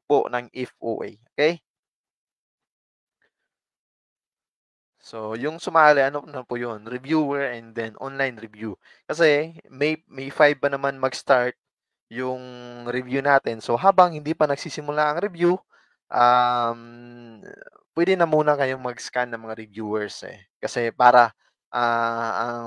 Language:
Filipino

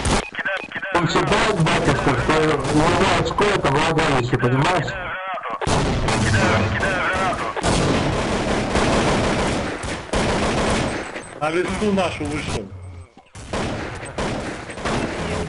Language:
Russian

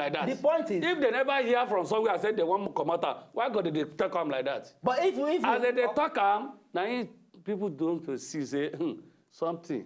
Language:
Nigerian Pidgin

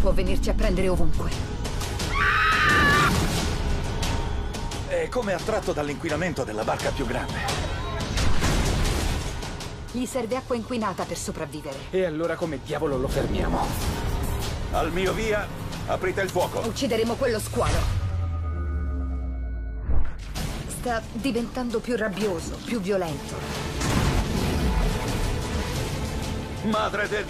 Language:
Italian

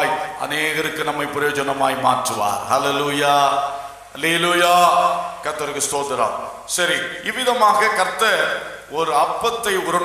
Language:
Tamil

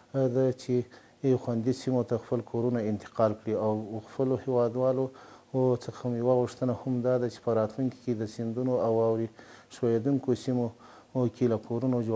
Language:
Pashto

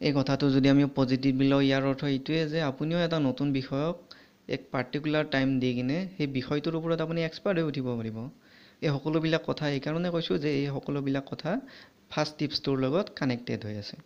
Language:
Assamese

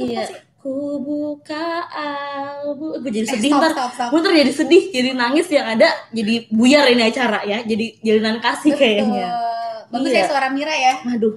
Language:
Indonesian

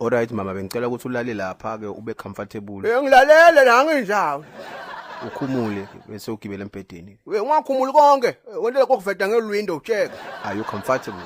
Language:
Zulu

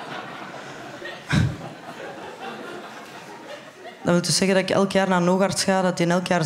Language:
Dutch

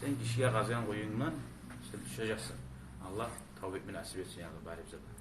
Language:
Kumyk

